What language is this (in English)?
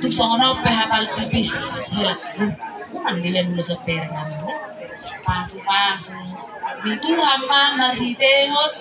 Batak Toba